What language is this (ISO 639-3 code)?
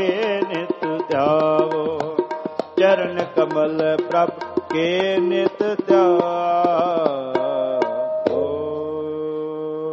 pan